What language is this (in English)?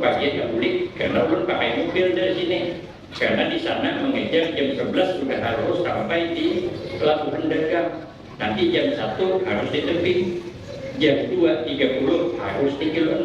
Banjar